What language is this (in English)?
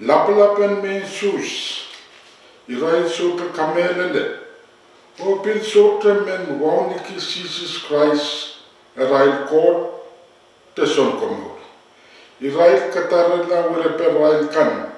Pohnpeian